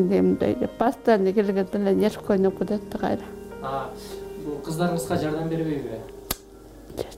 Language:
Kyrgyz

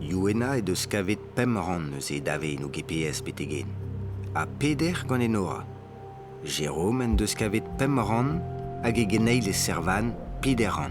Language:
Breton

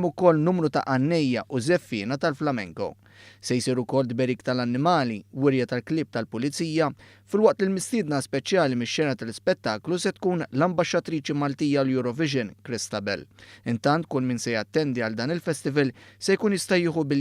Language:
Maltese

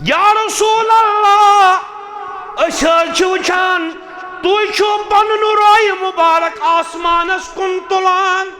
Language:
Kashmiri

